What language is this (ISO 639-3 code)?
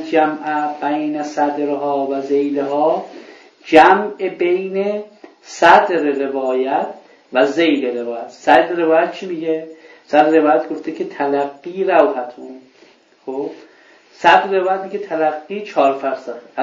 fas